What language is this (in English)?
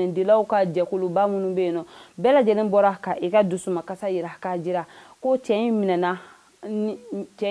Bambara